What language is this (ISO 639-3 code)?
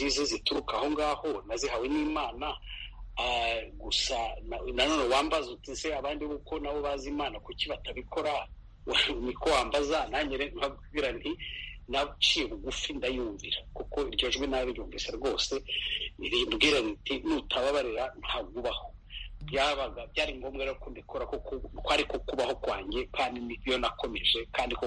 kin